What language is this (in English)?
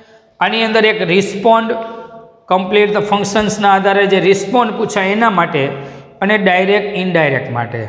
Gujarati